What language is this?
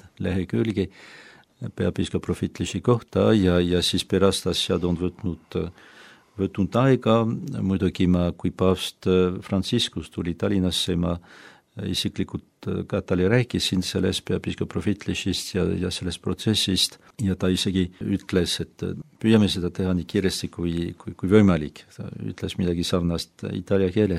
Estonian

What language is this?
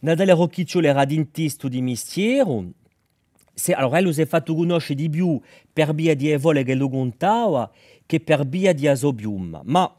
Corsican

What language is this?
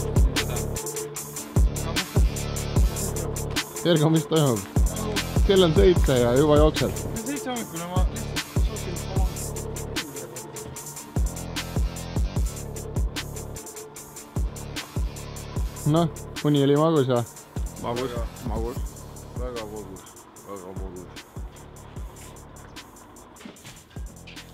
Estonian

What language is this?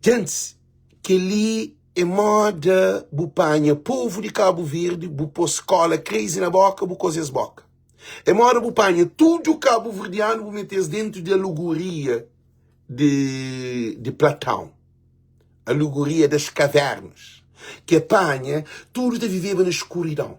Kabuverdianu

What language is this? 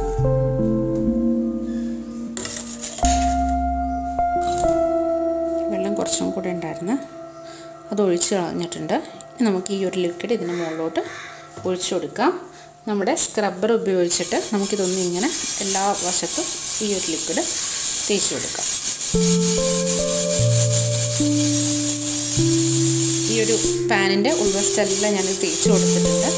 Malayalam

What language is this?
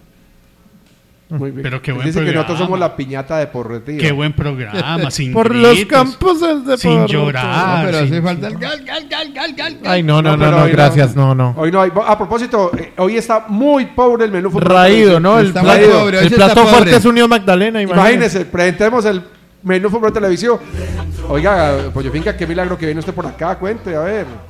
Spanish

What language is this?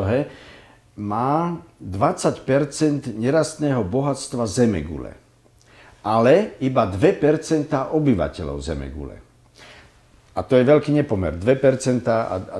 Slovak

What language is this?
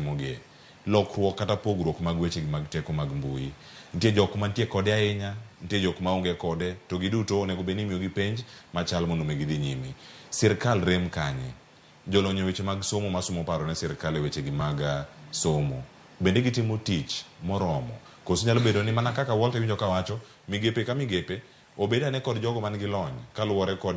Luo (Kenya and Tanzania)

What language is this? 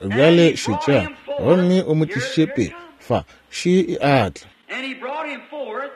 Northern Sotho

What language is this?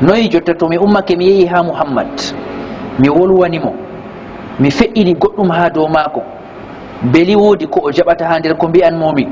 Fula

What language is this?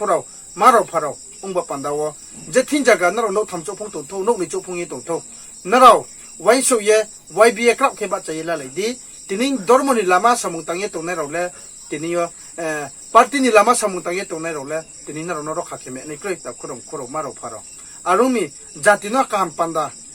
Riang (India)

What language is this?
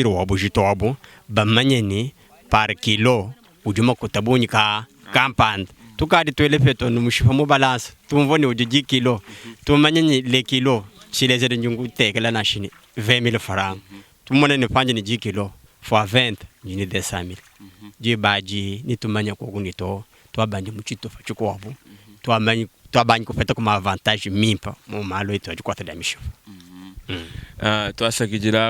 Luba-Lulua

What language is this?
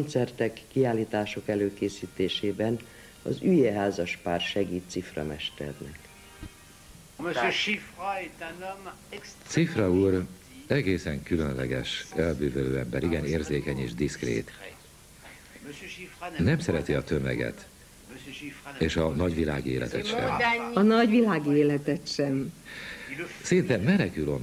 Hungarian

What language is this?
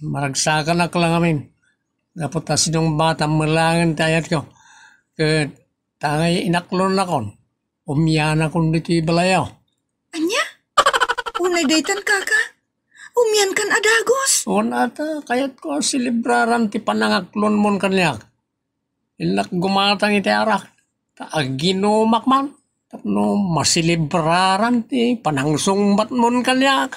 Iloko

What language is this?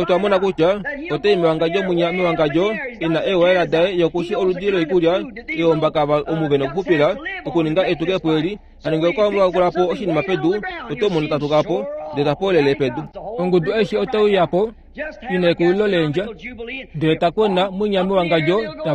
Kuanyama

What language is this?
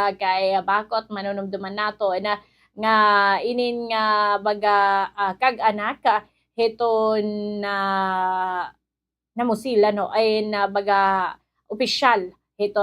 Waray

